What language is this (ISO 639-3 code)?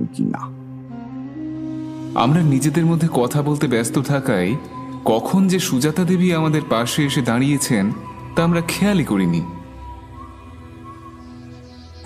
ben